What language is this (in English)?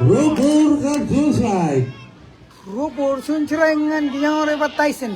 Marshallese